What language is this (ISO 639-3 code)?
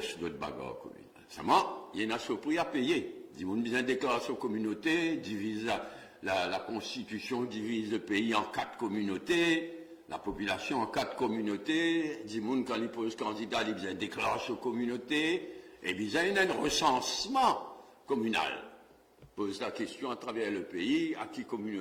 mfe